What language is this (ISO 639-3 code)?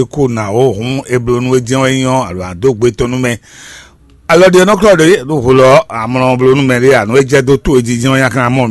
fon